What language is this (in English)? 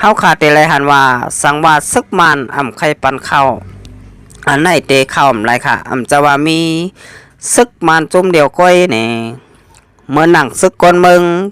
Shan